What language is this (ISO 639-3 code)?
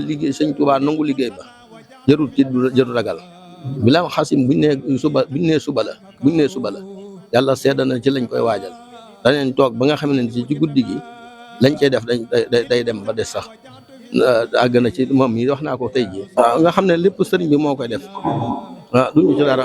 wol